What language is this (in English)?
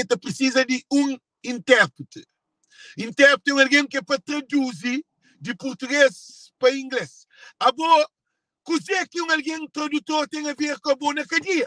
Kabuverdianu